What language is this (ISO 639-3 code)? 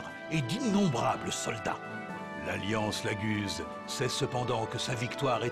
fra